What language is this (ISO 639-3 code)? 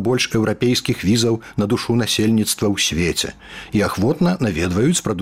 bel